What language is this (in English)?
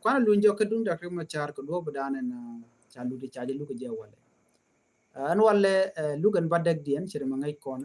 Nuer